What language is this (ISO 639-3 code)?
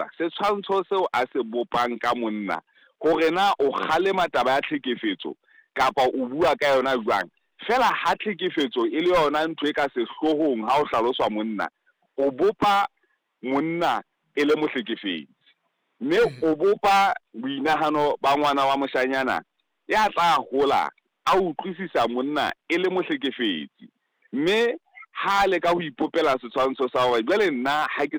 sot